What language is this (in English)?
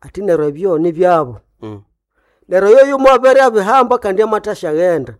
Nande